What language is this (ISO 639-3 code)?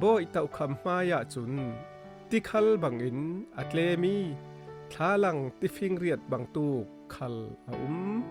cfm